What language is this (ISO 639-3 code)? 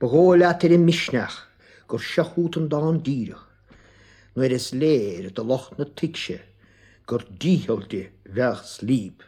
gle